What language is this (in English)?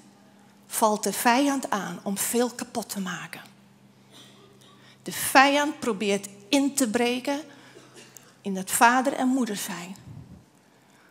Dutch